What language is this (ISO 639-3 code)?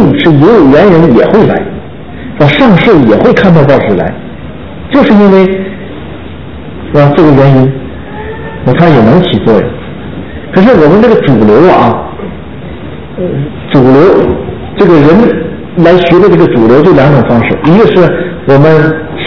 zho